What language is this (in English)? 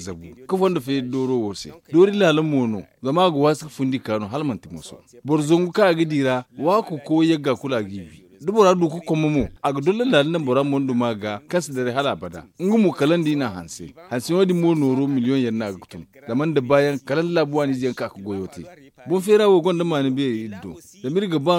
Zarma